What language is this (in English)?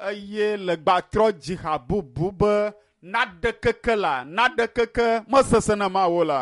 Ewe